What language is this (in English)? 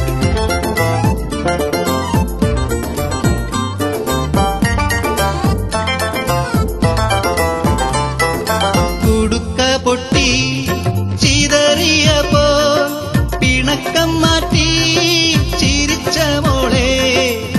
Malayalam